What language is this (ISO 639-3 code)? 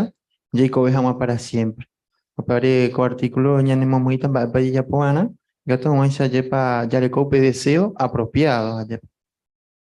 grn